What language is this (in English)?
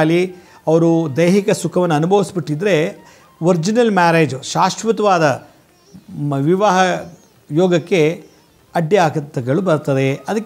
Kannada